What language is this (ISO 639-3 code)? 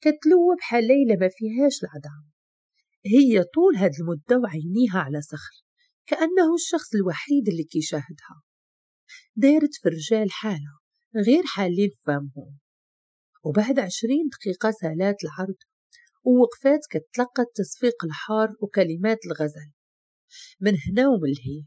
ary